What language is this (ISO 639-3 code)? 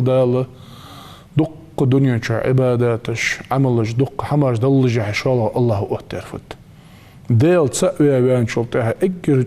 inh